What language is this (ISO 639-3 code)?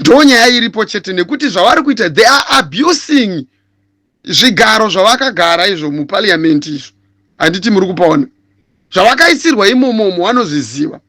sna